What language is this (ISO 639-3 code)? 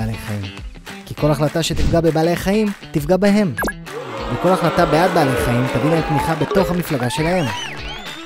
heb